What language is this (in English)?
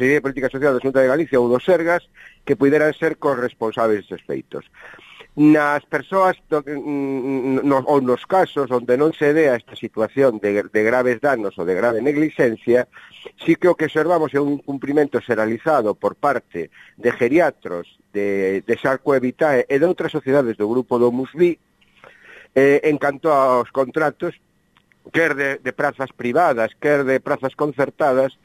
Galician